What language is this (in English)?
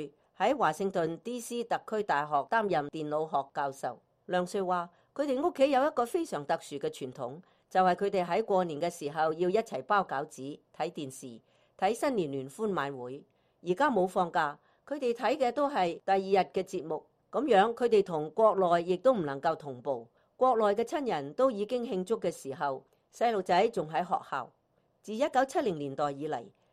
Cantonese